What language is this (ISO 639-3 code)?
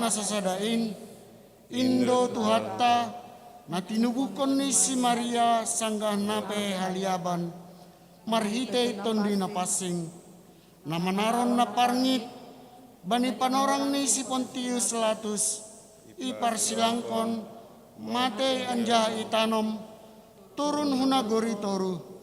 bts